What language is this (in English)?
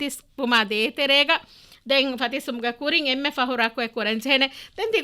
Divehi